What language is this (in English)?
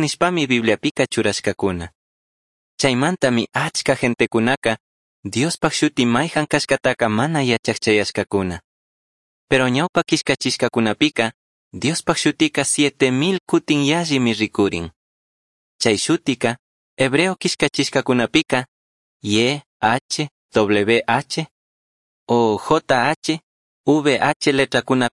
Chimborazo Highland Quichua